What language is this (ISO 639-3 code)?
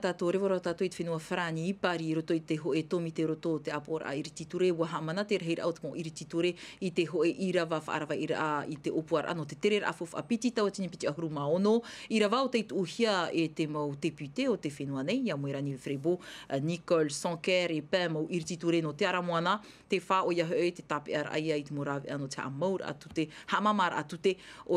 tah